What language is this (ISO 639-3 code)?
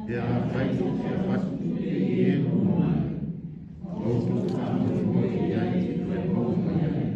smo